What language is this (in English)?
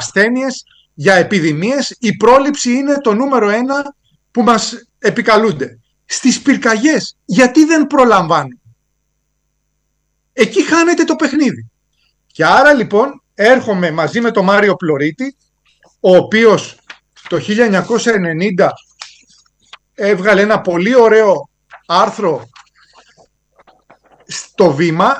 Greek